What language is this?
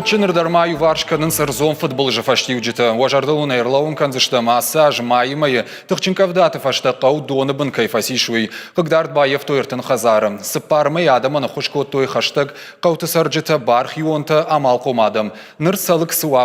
Ossetic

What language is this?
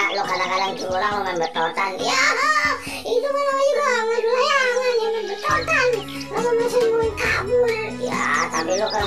Betawi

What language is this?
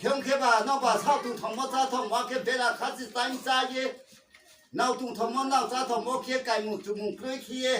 Riang (India)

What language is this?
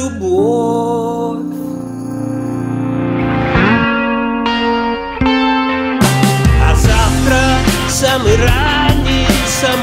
Russian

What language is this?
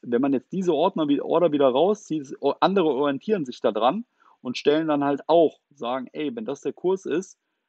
German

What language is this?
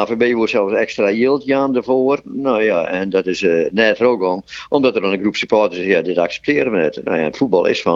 Western Frisian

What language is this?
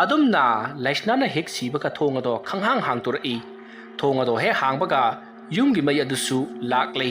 Manipuri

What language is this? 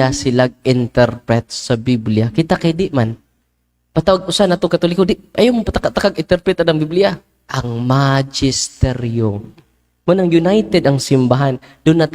Cebuano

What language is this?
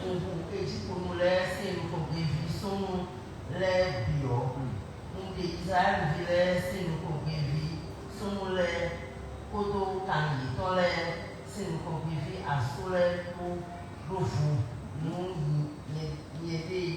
Fon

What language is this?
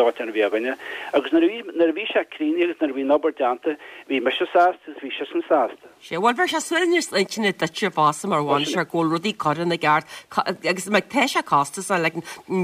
Irish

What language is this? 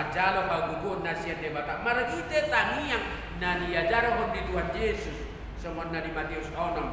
Batak Toba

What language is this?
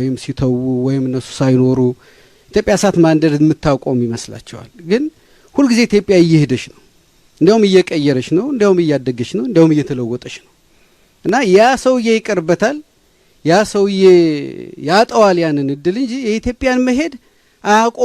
Amharic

